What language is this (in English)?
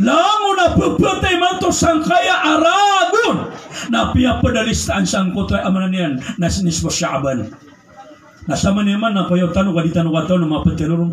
Maranao